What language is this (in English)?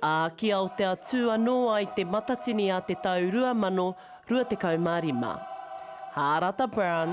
Māori